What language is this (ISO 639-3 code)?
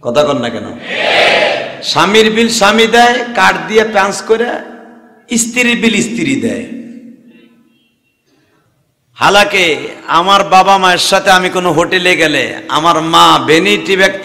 ben